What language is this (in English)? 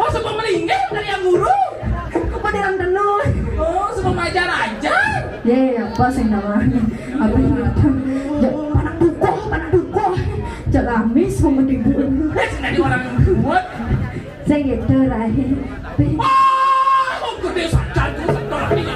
Balinese